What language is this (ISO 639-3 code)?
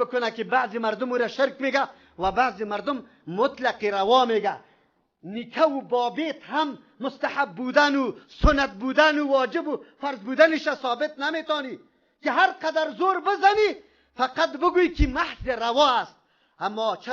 fas